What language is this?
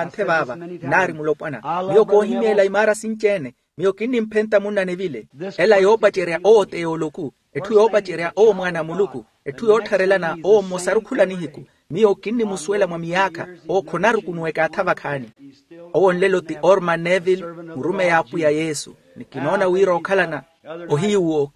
Makhuwa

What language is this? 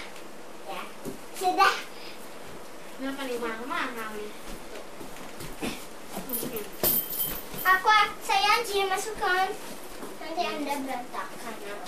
Indonesian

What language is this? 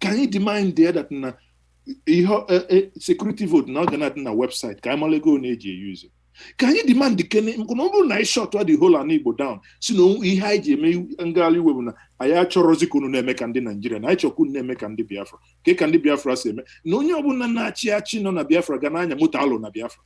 Igbo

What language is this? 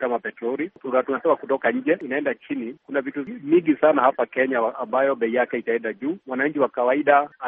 Swahili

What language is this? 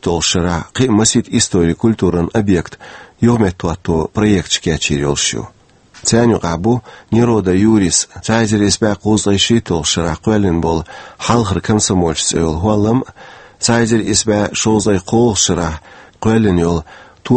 Chechen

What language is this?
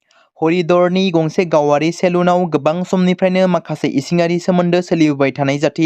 Bodo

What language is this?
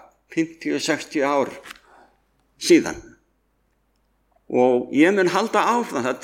Icelandic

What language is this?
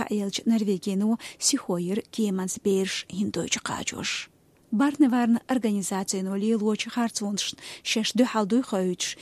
Chechen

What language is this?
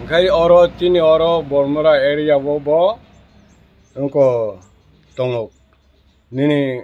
Kok Borok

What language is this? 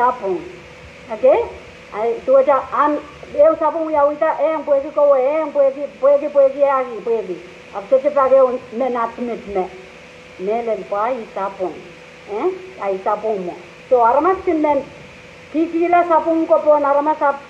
Pohnpeian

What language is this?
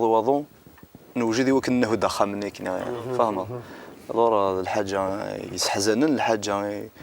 Kabyle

